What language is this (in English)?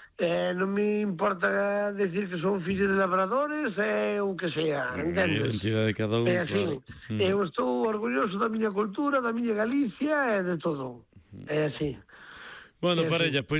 Galician